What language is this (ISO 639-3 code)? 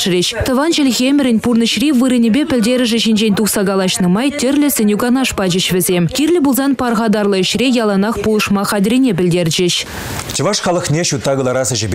chv